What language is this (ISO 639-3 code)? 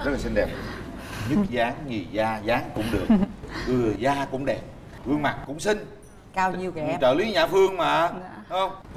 vie